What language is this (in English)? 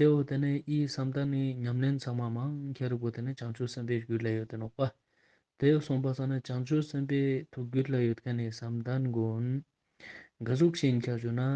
Ladakhi